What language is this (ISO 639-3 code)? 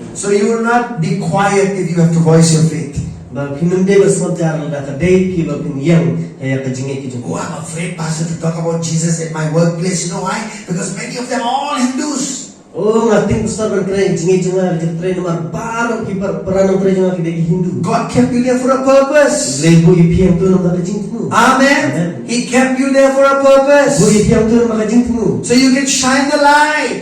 kha